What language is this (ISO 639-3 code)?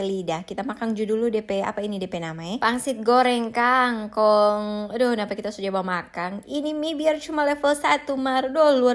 xmm